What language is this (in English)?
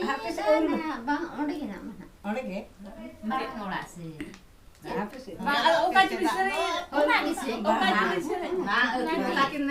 Santali